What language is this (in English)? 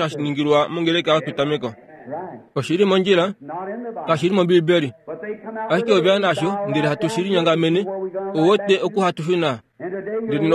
Kuanyama